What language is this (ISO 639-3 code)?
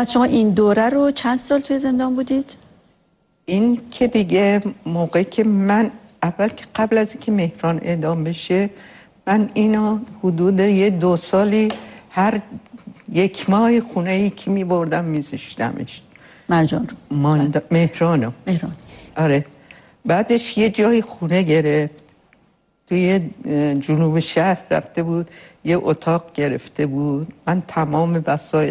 fas